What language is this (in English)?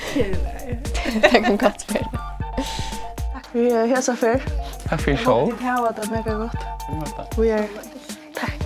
Faroese